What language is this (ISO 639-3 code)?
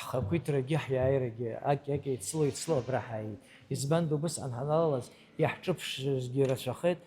abk